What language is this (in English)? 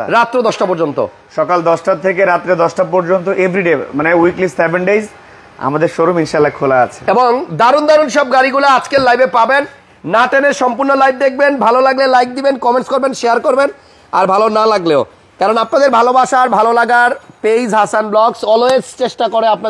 Bangla